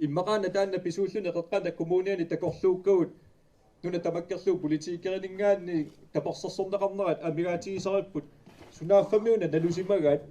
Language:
Kalaallisut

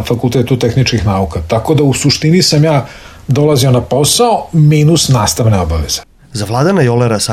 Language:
Serbian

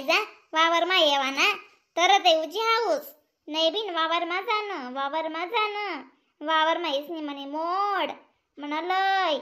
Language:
Khandesi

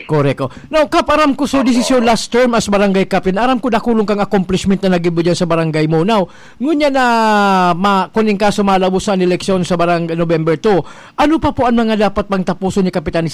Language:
Bikol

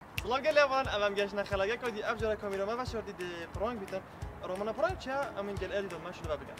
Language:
Kurdish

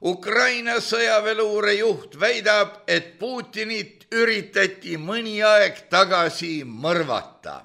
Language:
Estonian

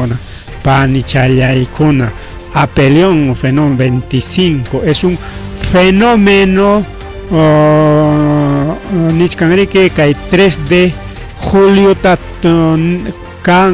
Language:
Ayacucho Quechua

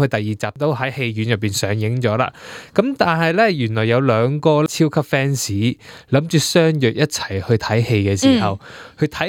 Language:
Cantonese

